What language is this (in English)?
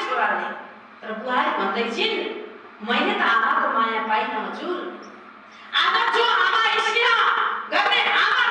Nepali